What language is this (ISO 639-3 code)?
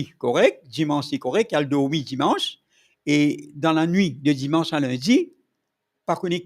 mfe